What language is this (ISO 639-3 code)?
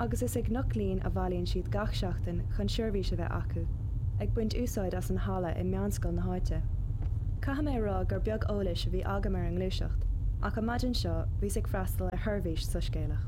gle